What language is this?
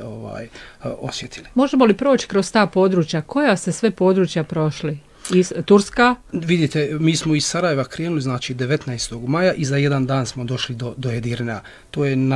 Bosnian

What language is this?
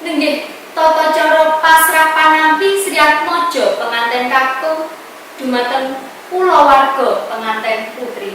Javanese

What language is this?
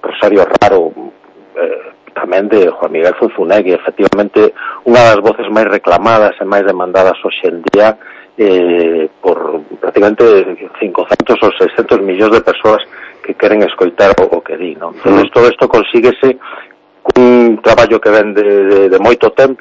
Galician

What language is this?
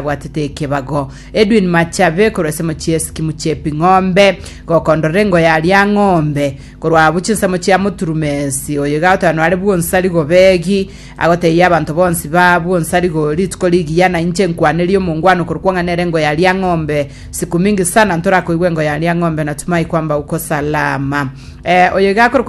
Gusii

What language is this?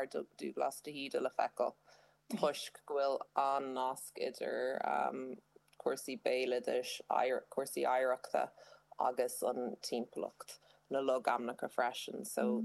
Irish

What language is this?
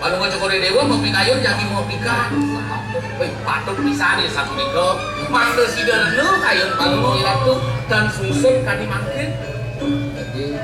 Balinese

